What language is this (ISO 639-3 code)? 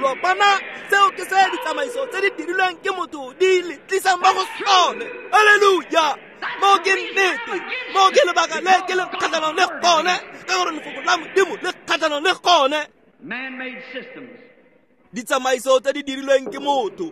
tsn